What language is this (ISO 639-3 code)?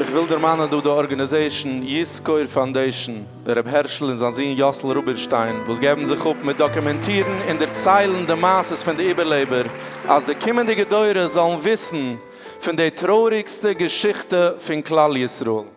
yid